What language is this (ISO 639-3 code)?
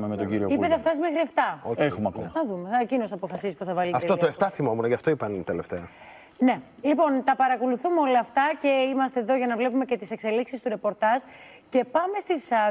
ell